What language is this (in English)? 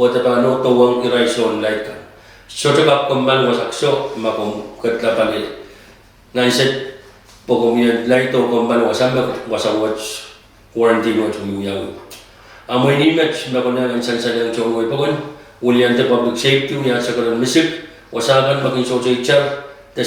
Pohnpeian